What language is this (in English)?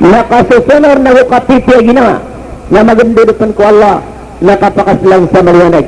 Maranao